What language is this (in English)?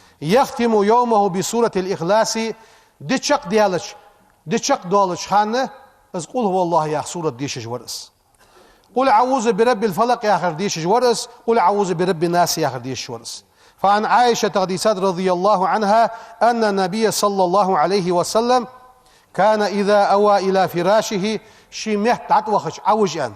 Ingush